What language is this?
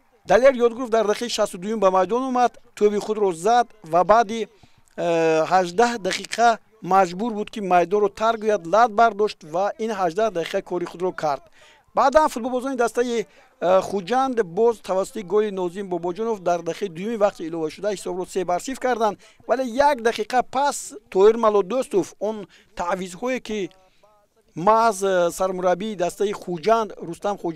Tajik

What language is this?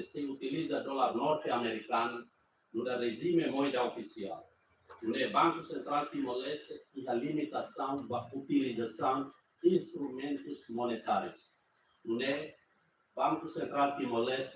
Tetum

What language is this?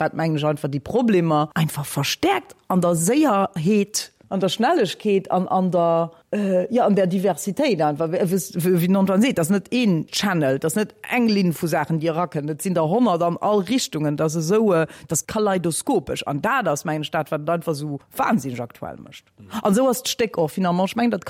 Luxembourgish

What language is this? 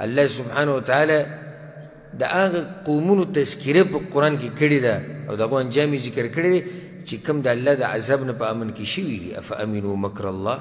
Pashto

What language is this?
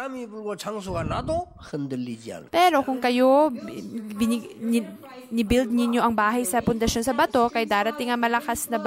Filipino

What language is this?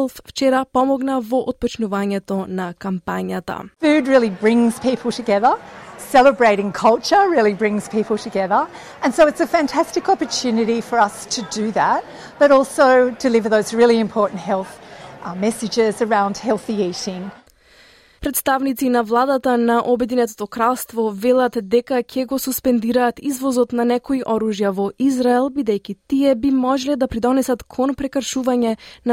Macedonian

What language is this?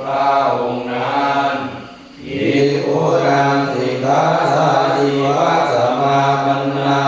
Pali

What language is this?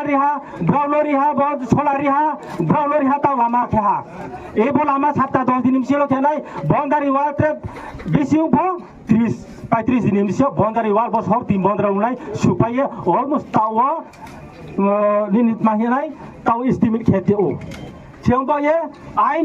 Riang (India)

